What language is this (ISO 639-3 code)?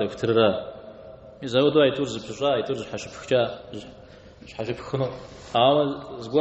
kbd